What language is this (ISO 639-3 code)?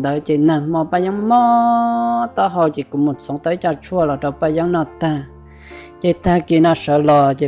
hmn